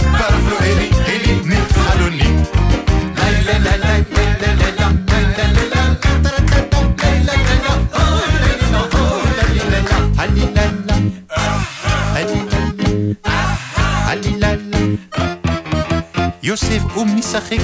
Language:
Hebrew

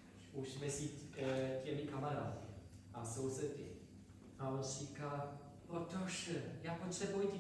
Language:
Czech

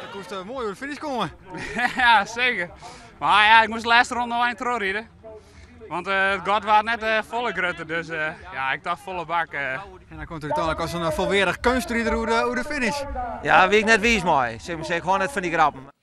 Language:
Western Frisian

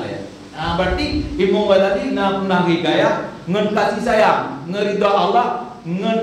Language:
Achinese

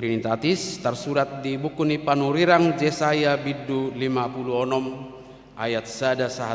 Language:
Batak Toba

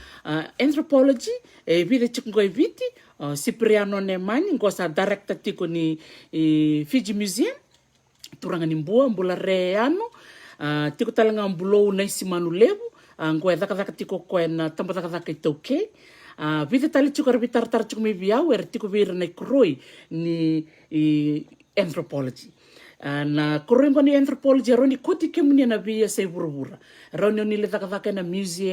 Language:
Fijian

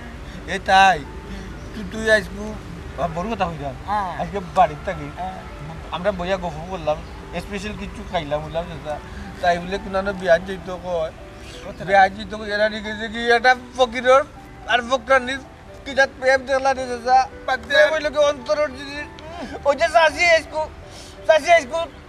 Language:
Sylheti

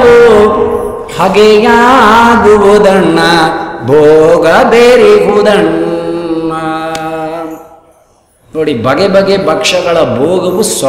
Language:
Kannada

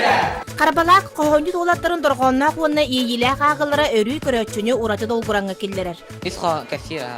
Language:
Yakut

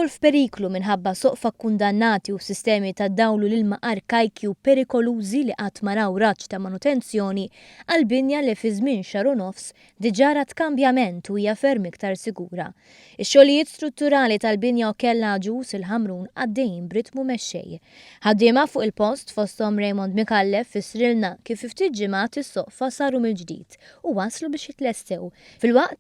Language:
Maltese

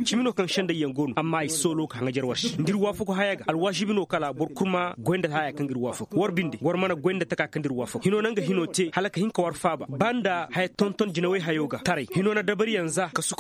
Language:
Koyraboro Senni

